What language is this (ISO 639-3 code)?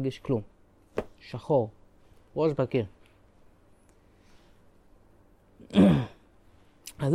heb